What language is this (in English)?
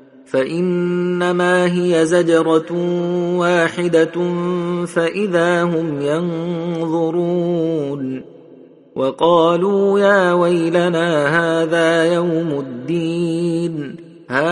Arabic